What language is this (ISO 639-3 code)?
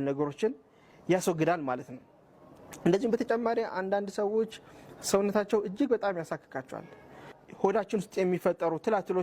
amh